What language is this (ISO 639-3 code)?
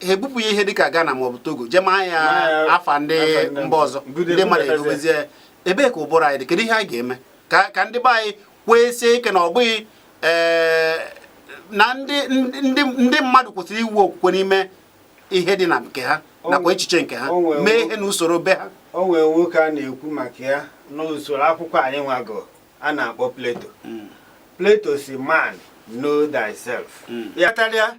ibo